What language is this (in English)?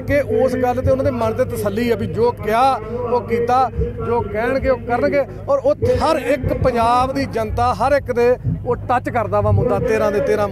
Punjabi